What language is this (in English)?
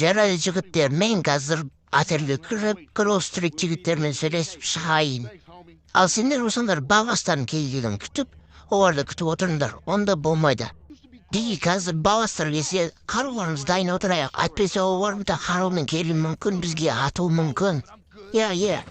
Kazakh